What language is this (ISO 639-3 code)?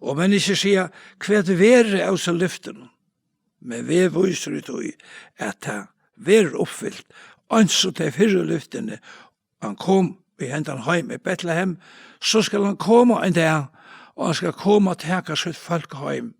fao